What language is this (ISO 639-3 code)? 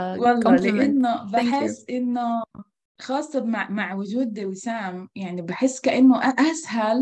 apc